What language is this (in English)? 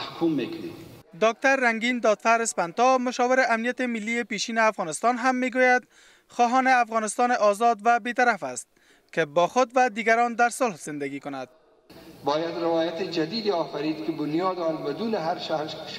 Persian